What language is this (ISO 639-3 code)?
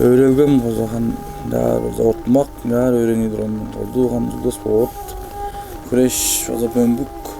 tyv